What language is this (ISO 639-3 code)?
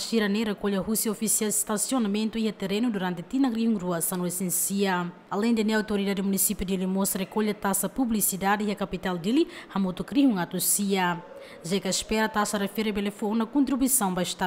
tet